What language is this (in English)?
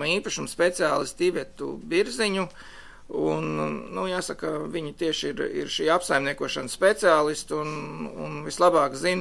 Latvian